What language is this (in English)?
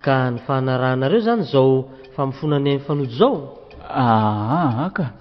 Malagasy